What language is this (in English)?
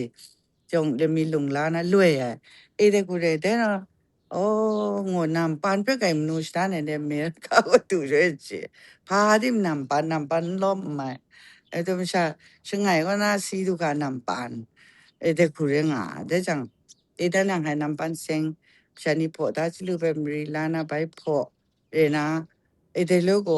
Kachin